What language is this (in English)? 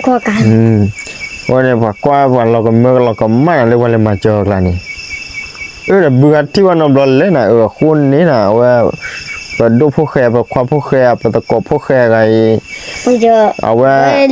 S'gaw Karen